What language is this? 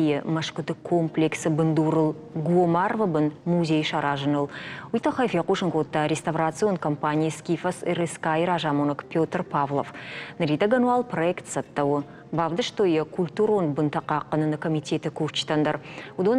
Ossetic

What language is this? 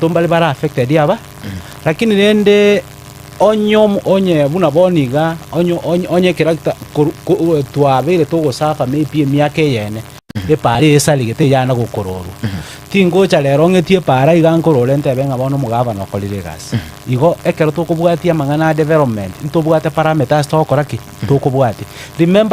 Gusii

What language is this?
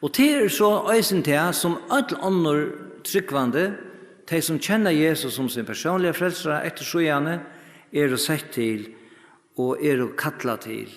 Faroese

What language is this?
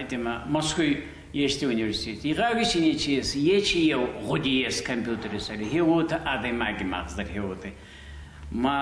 Ossetic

